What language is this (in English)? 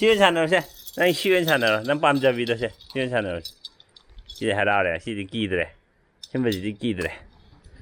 Manipuri